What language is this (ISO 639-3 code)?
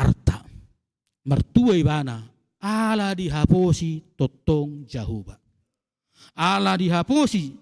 bbc